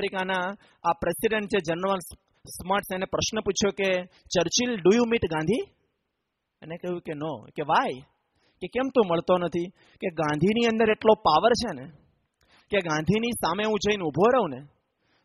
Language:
Gujarati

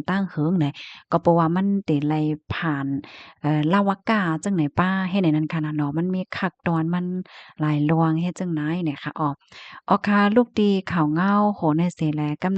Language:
Shan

